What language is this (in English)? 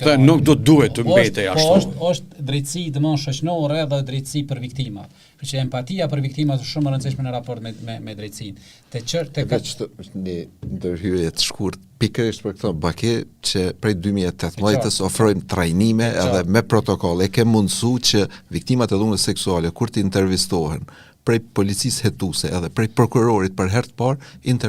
Albanian